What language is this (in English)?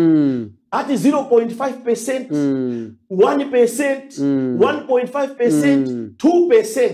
Nyanja